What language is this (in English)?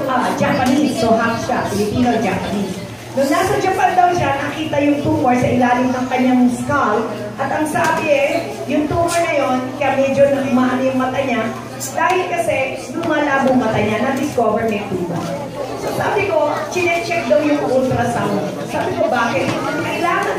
Filipino